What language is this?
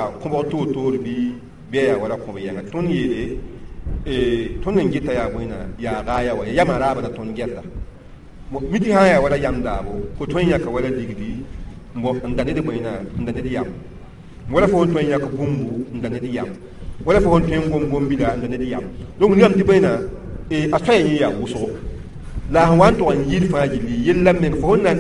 Mossi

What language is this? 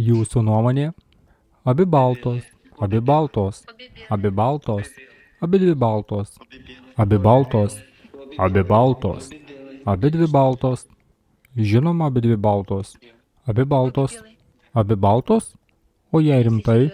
Lithuanian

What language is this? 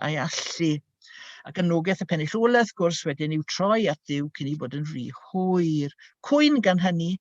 Welsh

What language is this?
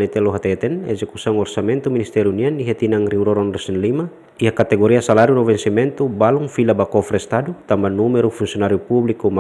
Tetum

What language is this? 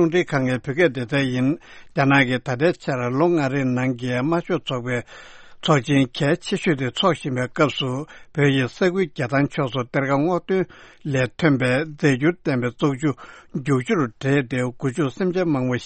Tibetan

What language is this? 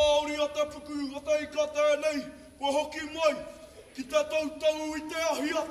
Māori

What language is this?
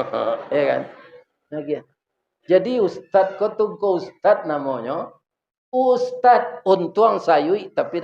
Minangkabau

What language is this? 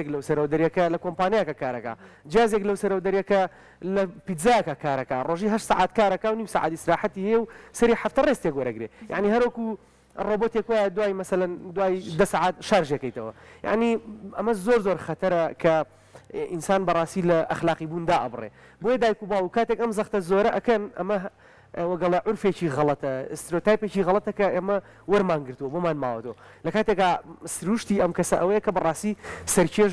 Central Kurdish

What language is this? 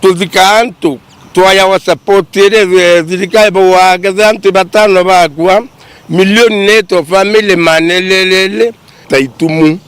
Meru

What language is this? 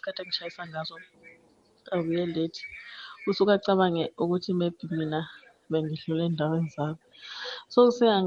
South Ndebele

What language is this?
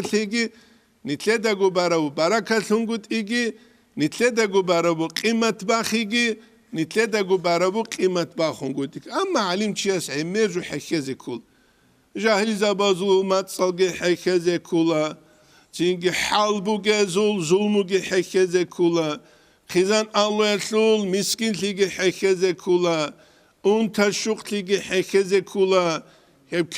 Avaric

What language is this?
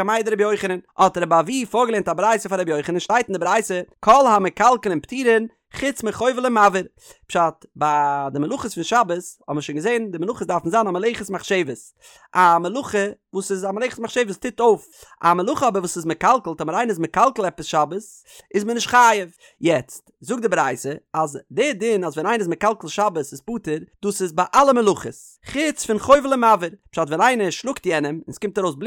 Yiddish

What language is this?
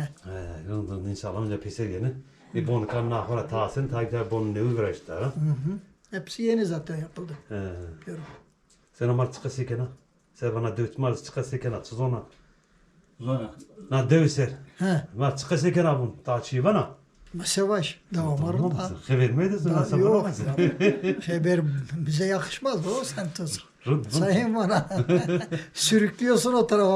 Zaza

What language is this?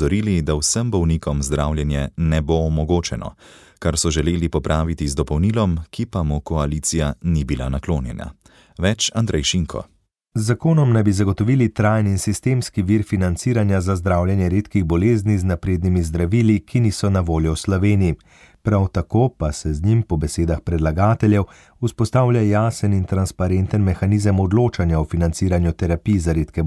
Slovenian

